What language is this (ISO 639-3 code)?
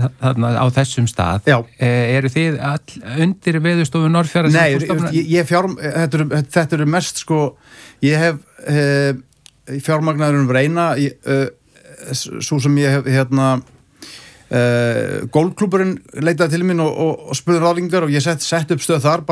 isl